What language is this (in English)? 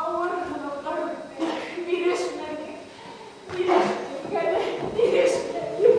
Bashkir